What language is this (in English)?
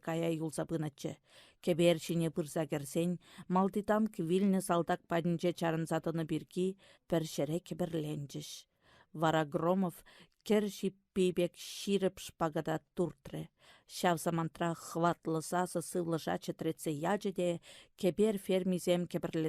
Chuvash